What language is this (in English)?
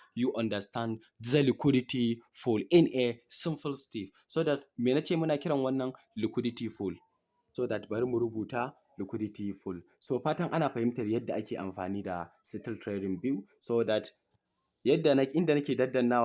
Hausa